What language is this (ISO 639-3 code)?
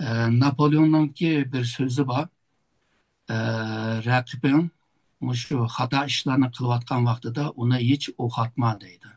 uig